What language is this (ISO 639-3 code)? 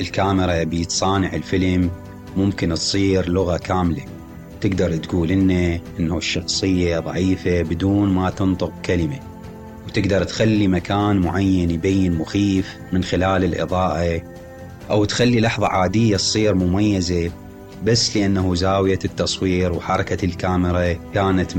acm